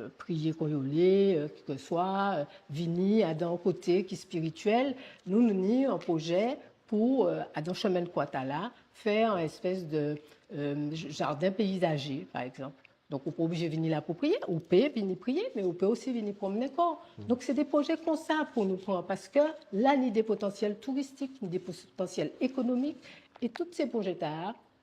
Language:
Guadeloupean Creole French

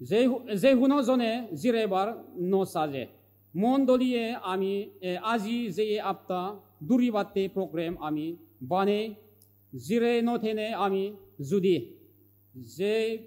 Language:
Chakma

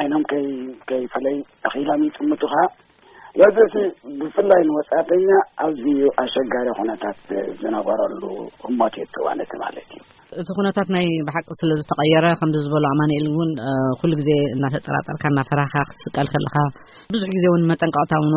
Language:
Tigrinya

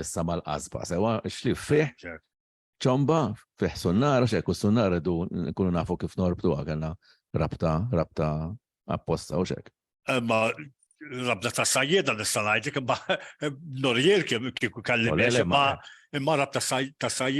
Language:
Maltese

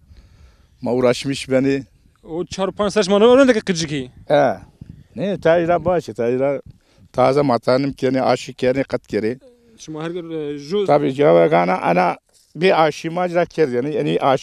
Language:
Zaza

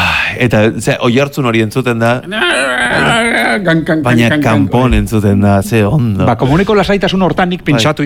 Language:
Basque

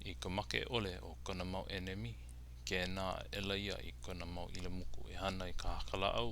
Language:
Hawaiian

